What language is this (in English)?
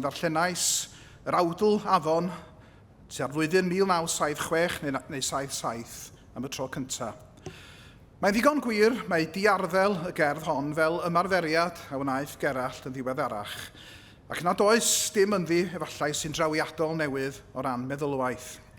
Welsh